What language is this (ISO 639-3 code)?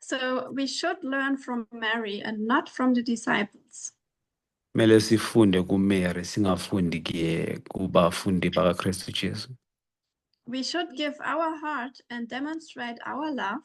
zul